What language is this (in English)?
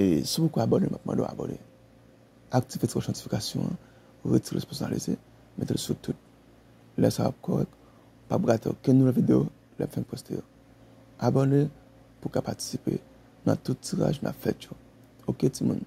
Haitian Creole